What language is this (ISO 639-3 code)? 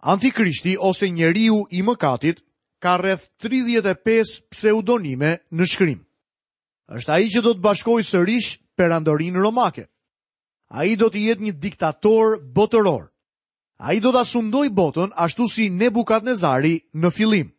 sqi